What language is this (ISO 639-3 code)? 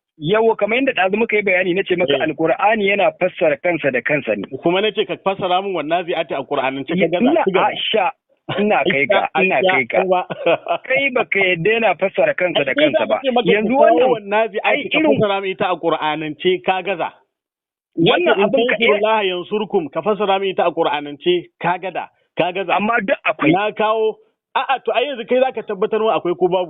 hau